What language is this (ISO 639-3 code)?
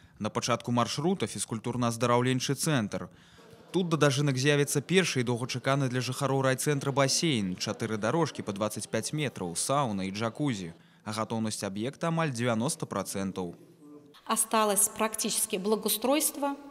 bel